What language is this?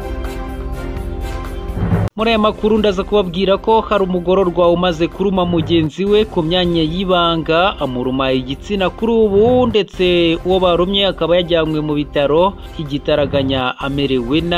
Kinyarwanda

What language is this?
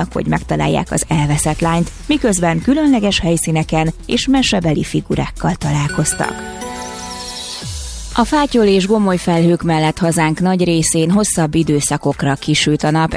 Hungarian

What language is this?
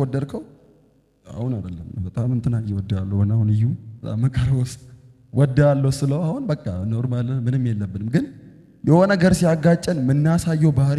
Amharic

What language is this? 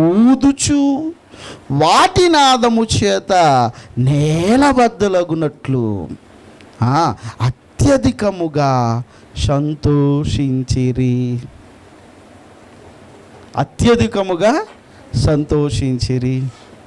Telugu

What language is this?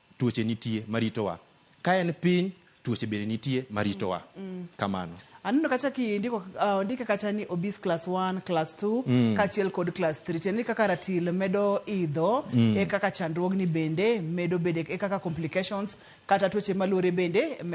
Luo (Kenya and Tanzania)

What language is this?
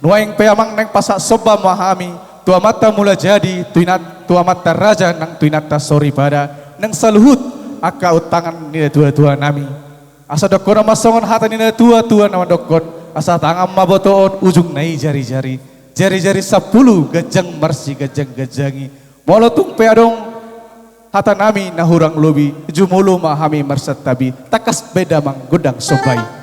Batak Toba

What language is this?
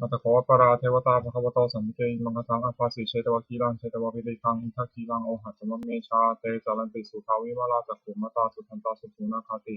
Pali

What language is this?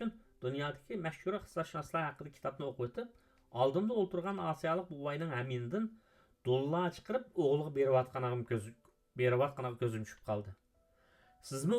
Uyghur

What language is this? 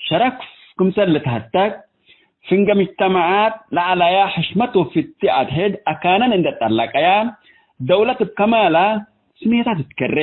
Tigre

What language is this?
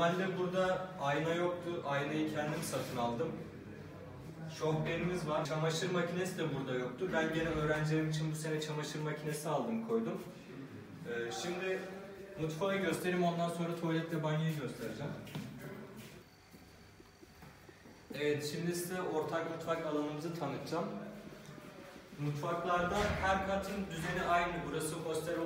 Turkish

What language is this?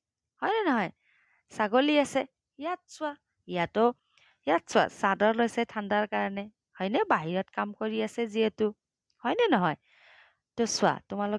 Assamese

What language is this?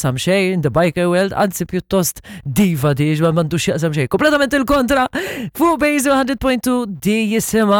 Maltese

